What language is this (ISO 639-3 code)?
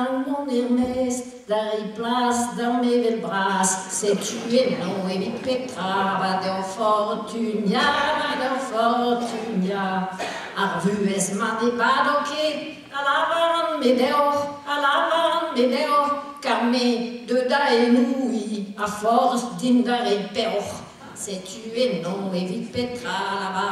bre